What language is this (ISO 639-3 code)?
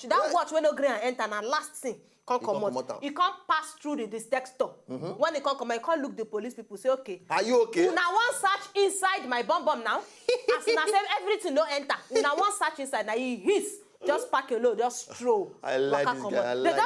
pcm